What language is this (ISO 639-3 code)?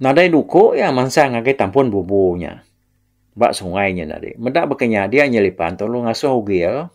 iba